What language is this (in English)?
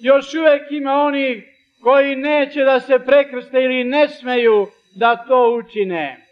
Serbian